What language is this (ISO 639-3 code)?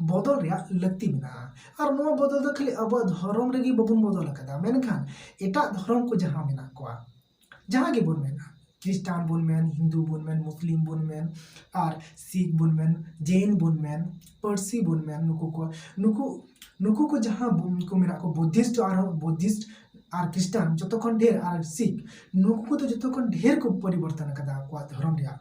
sat